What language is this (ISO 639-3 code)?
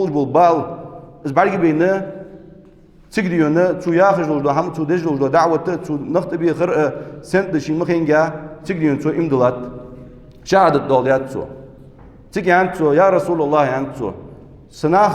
inh